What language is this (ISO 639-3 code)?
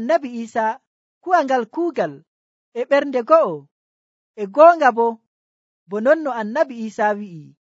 fuv